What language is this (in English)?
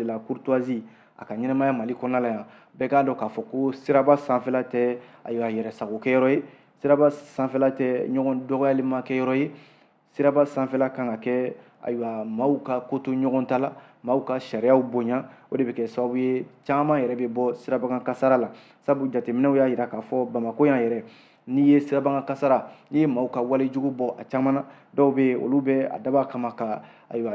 Bambara